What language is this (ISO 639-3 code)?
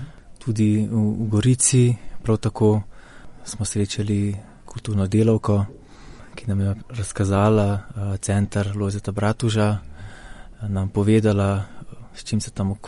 slv